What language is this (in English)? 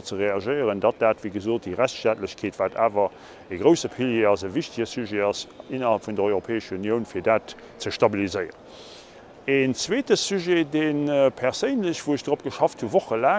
Luxembourgish